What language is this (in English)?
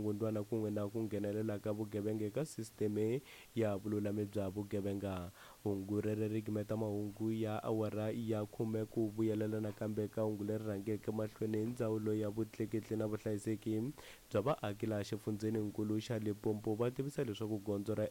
Tsonga